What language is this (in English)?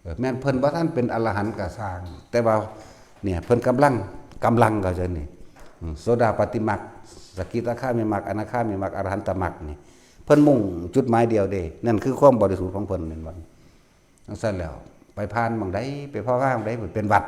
Northeastern Thai